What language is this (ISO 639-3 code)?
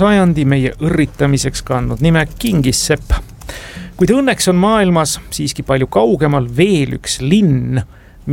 est